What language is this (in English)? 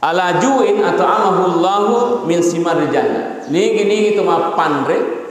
Buginese